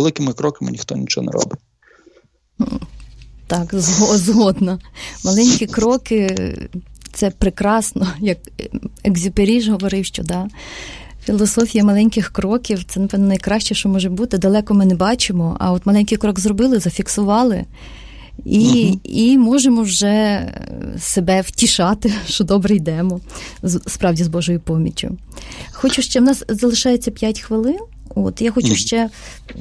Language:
Ukrainian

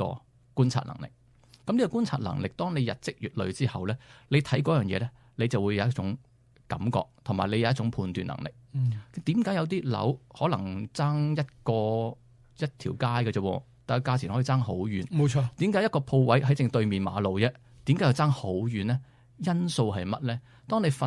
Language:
Cantonese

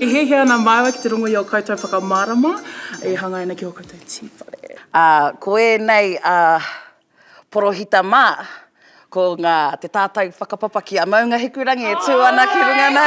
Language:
Māori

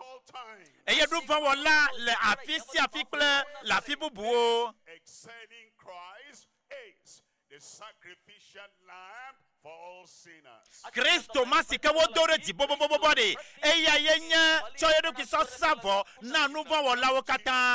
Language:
Ewe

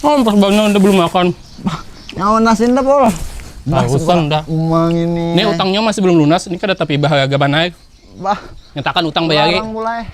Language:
Banjar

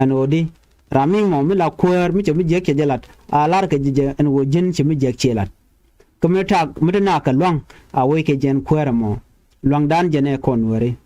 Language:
Nuer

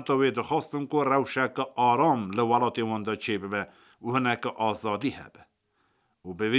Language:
Kurdish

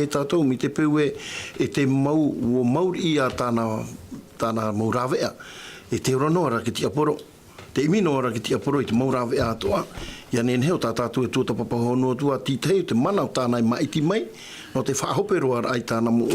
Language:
Tahitian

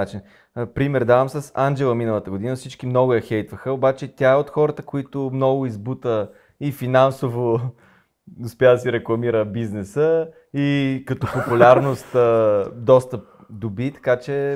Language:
Bulgarian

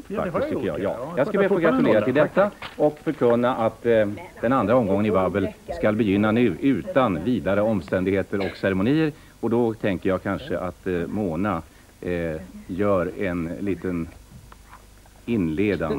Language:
Swedish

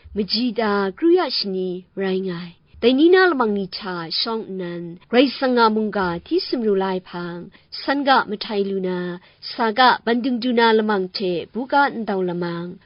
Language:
Kachin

